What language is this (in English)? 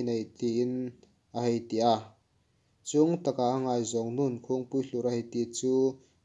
Hmar